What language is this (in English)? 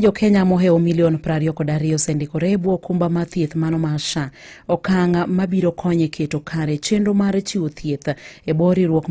Luo (Kenya and Tanzania)